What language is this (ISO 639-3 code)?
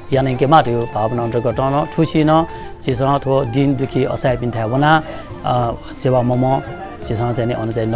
new